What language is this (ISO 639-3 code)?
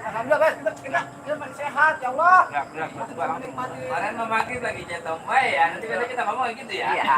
bew